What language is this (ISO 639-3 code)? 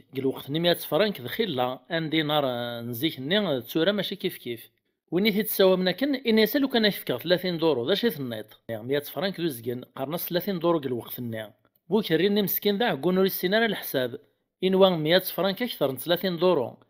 kab